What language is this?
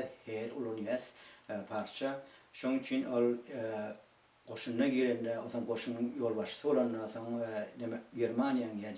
Turkmen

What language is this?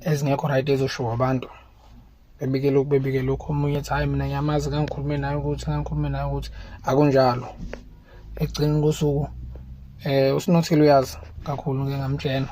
Zulu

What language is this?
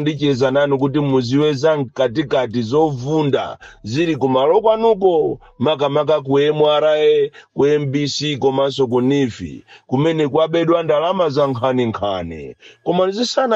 Nyanja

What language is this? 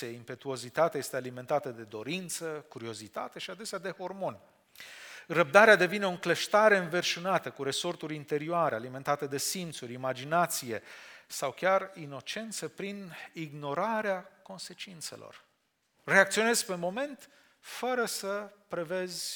Romanian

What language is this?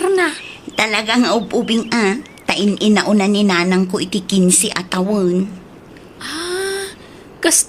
Iloko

